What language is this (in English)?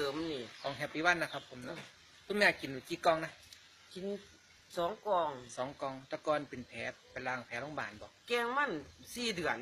Northeastern Thai